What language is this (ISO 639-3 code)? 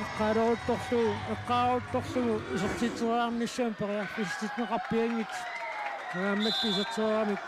kal